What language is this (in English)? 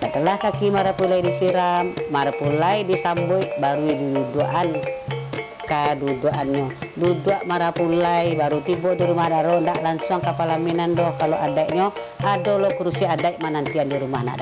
Minangkabau